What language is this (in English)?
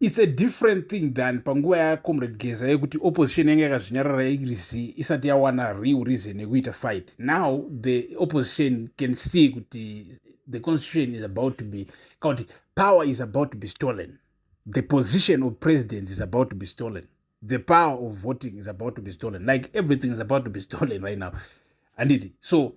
Shona